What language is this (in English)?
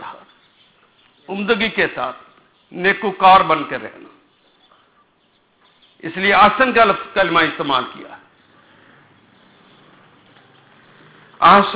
Urdu